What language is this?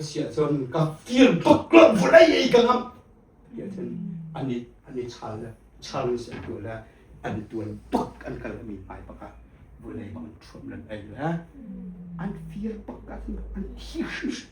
Hakha Chin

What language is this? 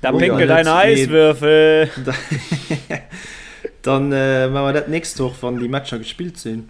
Luxembourgish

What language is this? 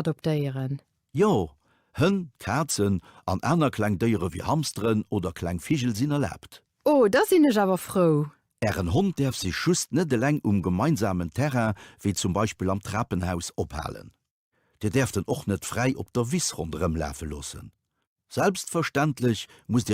Luxembourgish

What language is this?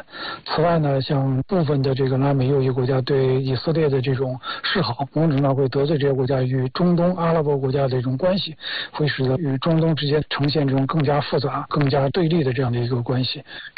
Chinese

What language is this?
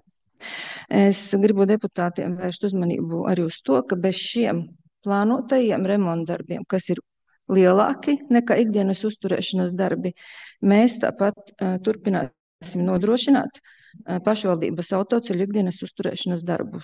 Latvian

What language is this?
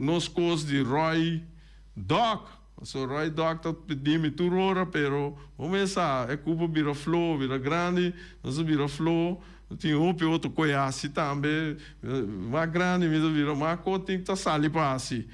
Papiamento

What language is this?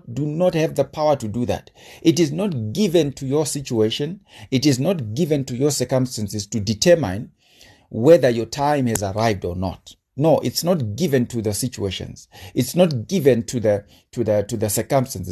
English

